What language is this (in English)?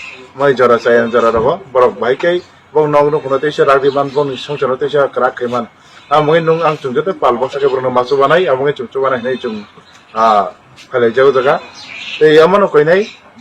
Kok Borok